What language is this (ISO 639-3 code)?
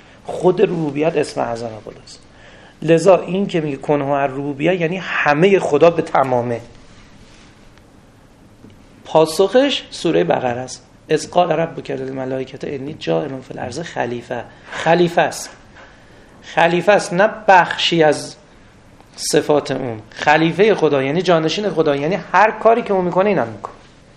fas